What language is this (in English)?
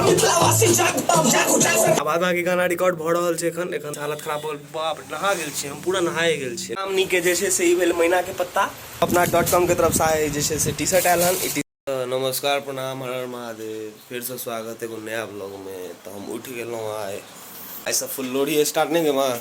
Maithili